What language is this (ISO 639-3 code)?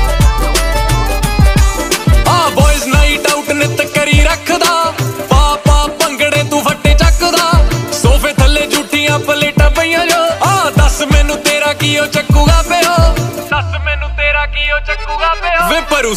pan